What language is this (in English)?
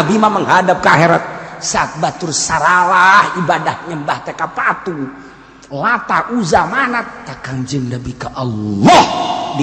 Sundanese